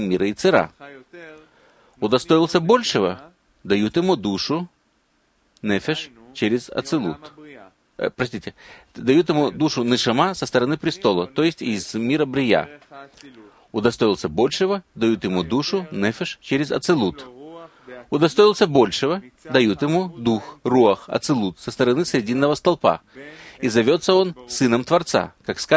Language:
Russian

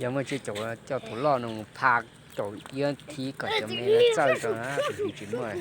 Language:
Hmong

